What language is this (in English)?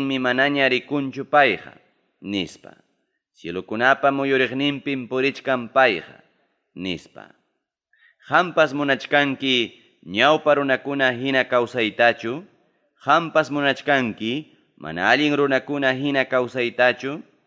Ayacucho Quechua